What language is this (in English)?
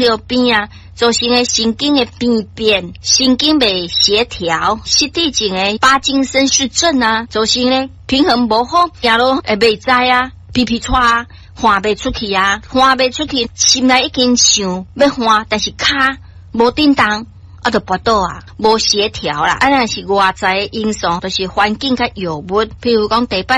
Min Nan Chinese